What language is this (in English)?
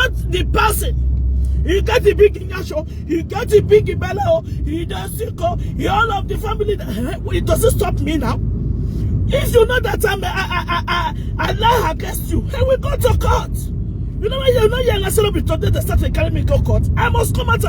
Nigerian Pidgin